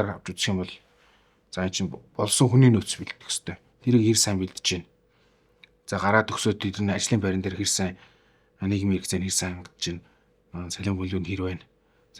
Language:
Mongolian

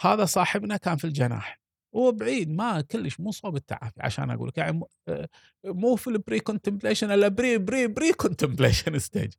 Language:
Gulf Arabic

